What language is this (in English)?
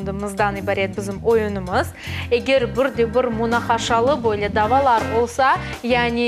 Crimean Tatar